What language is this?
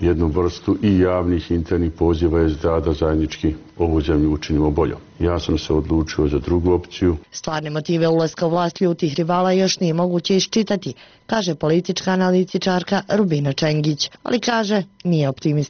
Bosnian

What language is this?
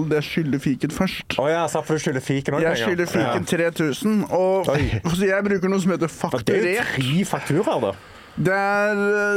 Norwegian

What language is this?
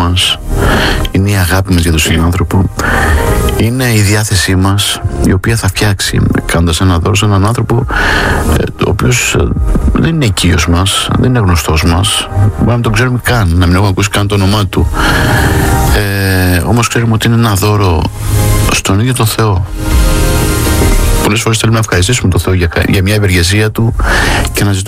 Greek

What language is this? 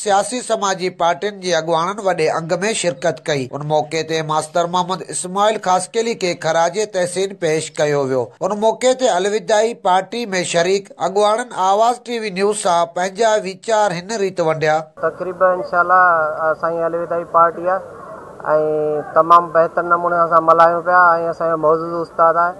Sindhi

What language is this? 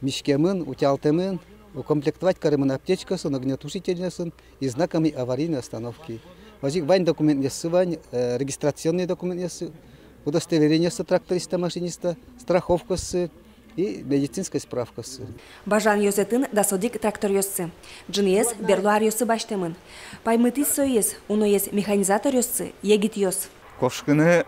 Udmurt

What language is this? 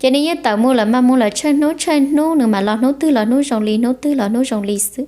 Hmong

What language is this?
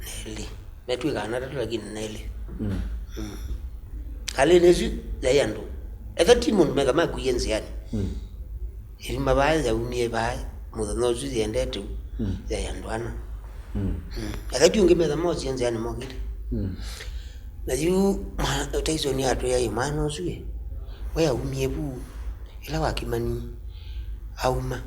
Kamba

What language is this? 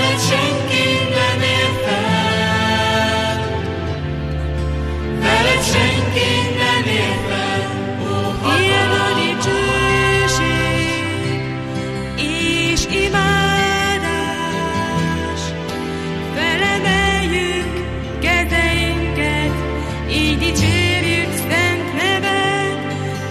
Hungarian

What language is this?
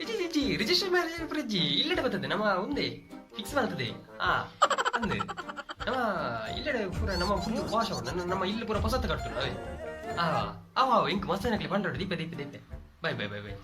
Tulu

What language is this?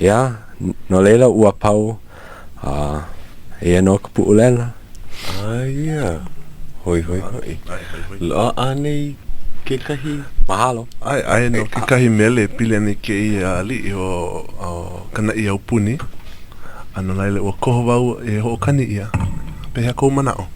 Hawaiian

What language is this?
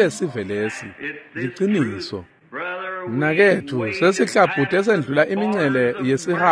Swati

